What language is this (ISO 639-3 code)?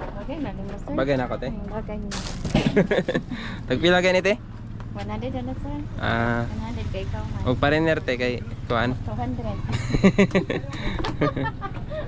ceb